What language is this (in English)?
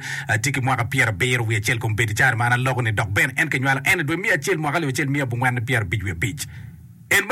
Acoli